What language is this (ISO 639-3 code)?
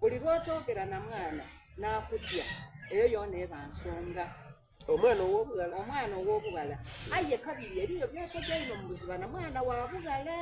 xog